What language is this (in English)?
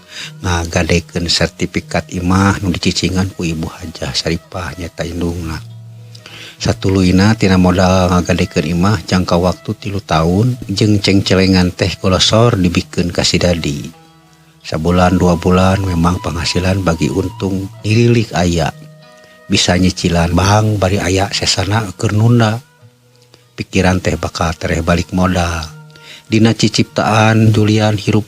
Sundanese